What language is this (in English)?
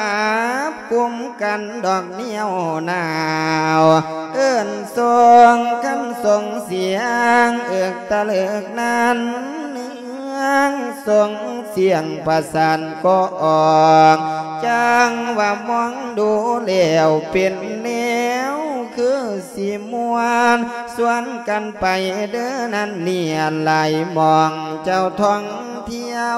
Lao